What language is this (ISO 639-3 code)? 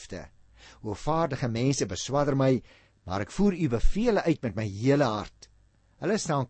afr